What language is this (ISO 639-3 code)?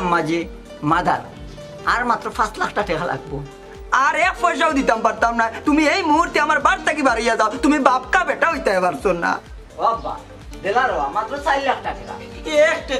syl